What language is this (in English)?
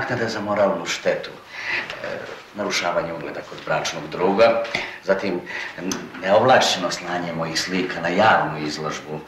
Serbian